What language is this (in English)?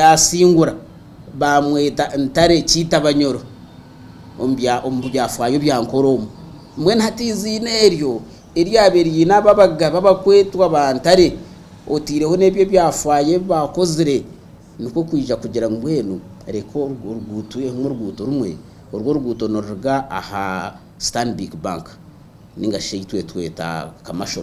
Nyankole